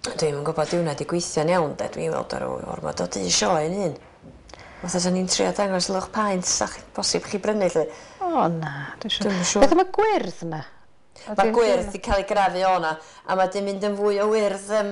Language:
Welsh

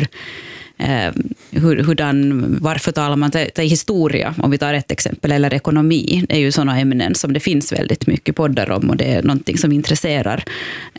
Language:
Swedish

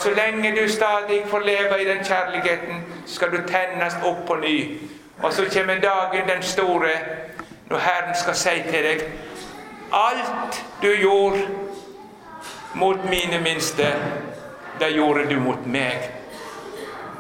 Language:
Norwegian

